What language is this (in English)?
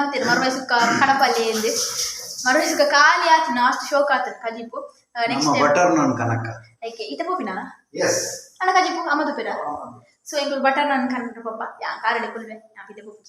Tulu